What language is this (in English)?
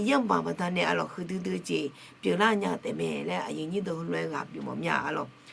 Akha